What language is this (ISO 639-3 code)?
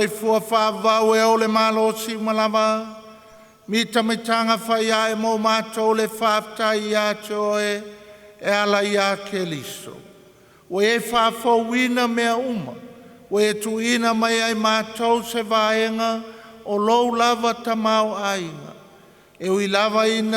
smo